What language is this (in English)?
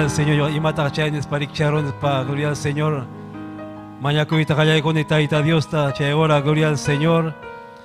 Ayacucho Quechua